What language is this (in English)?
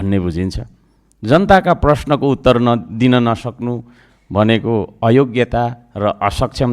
Nepali